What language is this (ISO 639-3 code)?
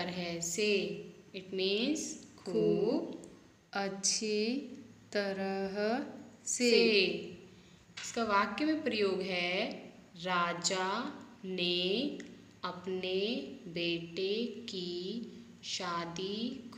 hin